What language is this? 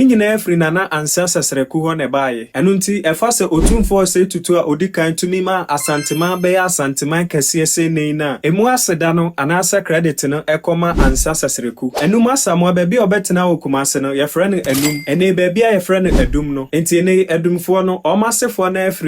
Akan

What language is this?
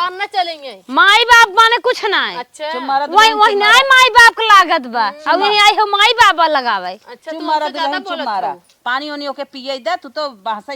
Awadhi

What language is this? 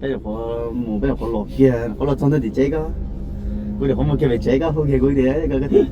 Hmong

